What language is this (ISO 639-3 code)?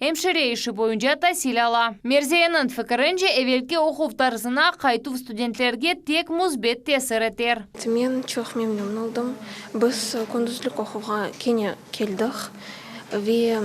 crh